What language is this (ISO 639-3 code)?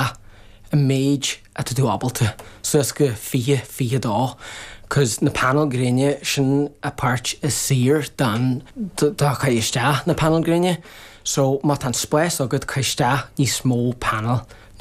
gle